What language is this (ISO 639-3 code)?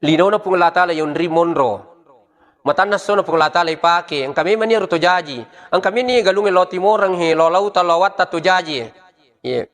bug